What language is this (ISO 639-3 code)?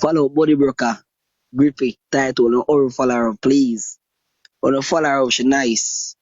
jam